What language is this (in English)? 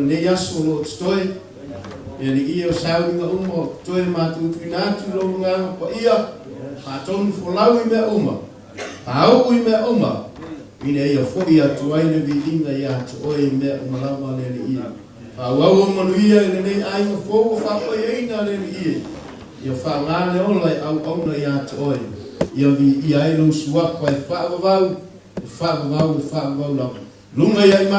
Samoan